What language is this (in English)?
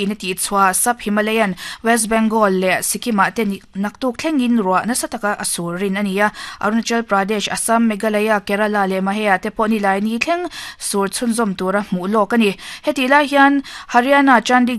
Mizo